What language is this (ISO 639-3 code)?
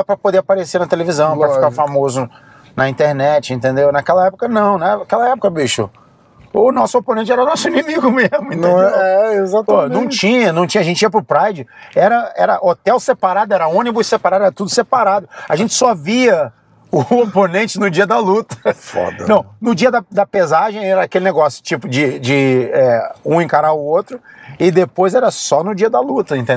por